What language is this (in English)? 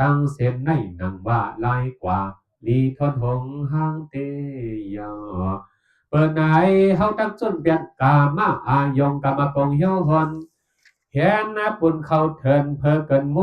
Shan